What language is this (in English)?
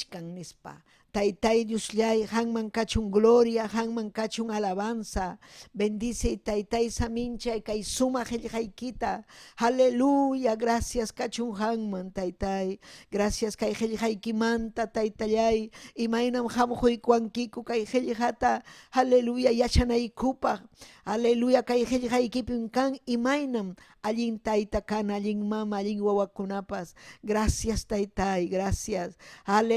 Ayacucho Quechua